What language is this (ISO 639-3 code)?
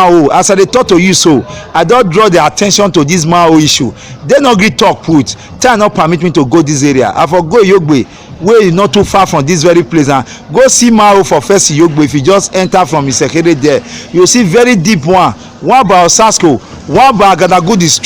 pcm